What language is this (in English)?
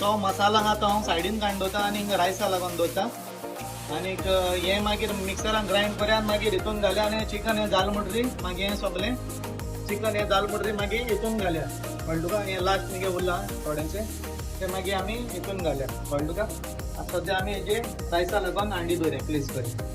Konkani